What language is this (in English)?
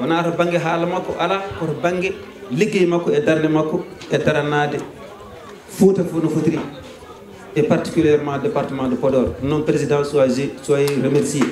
Fula